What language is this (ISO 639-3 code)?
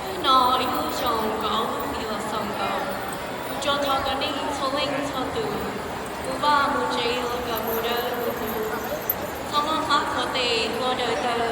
hmn